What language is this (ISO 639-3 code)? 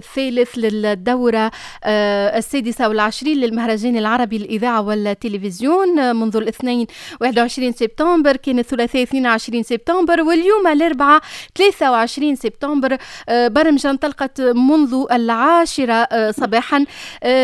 aeb